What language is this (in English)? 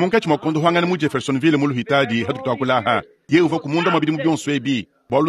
Luba-Lulua